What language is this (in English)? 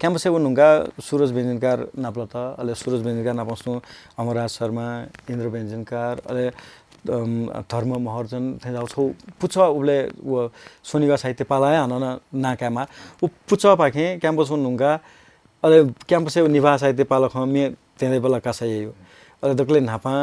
Newari